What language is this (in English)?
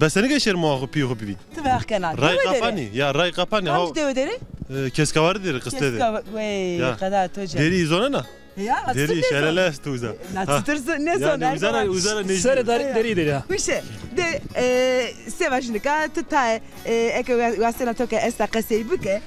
Zaza